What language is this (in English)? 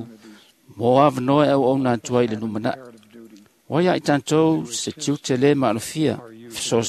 Samoan